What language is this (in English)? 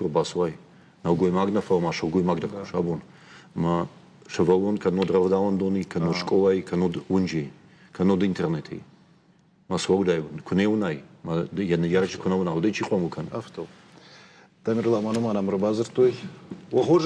Ossetic